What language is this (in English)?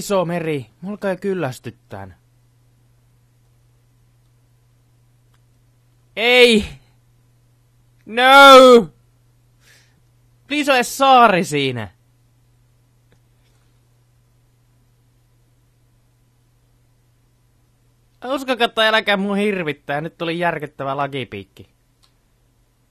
Finnish